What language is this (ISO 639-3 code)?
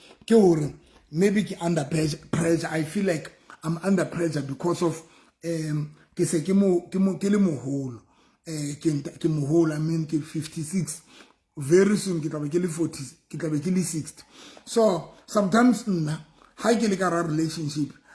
sot